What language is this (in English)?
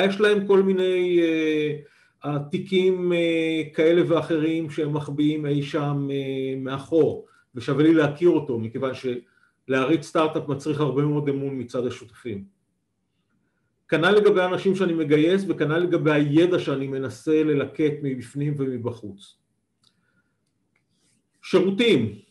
Hebrew